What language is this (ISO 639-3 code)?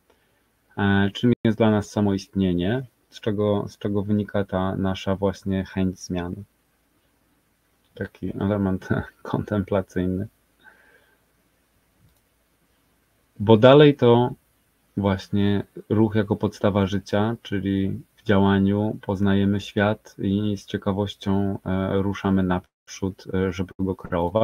pol